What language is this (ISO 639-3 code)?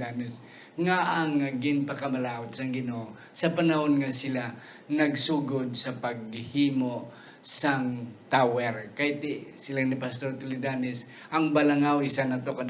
hil